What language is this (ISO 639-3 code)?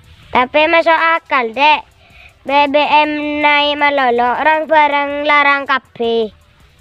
mad